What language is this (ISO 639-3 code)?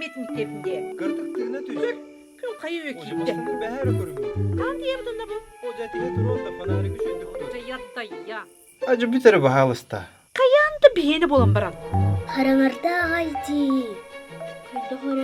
sah